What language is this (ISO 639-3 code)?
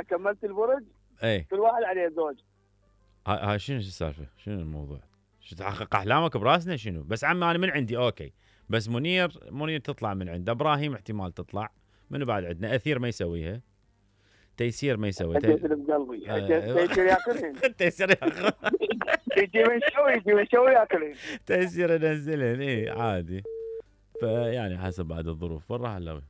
acm